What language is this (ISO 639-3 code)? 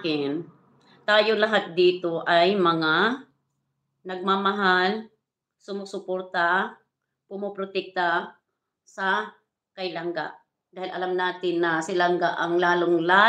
fil